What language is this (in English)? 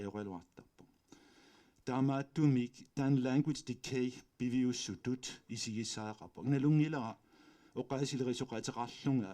Kalaallisut